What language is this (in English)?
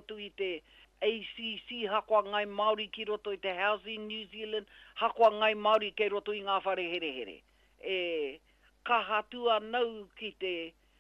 Māori